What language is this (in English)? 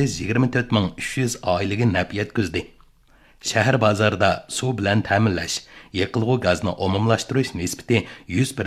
Uyghur